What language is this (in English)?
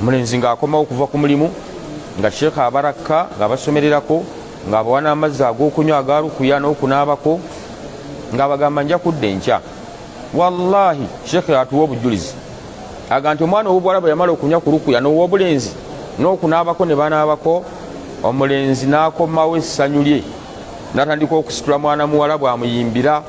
Ganda